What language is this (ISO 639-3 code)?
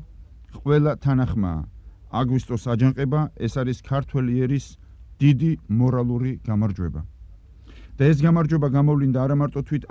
kat